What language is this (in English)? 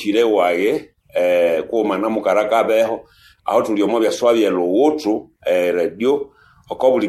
Nande